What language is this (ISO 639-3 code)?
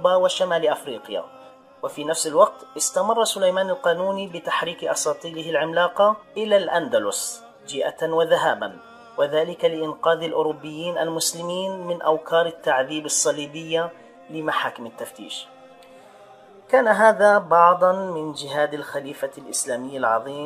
ara